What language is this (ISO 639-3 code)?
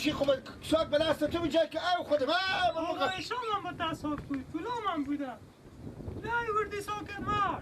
fas